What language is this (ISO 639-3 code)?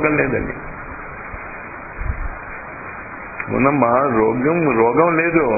tel